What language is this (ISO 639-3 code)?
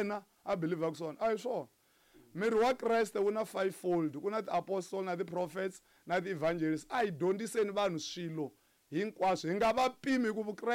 tso